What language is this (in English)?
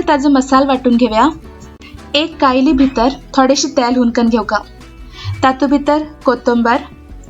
Konkani